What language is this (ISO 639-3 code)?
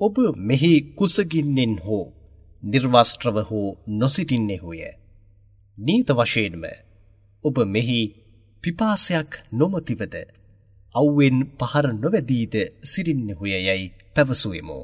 sin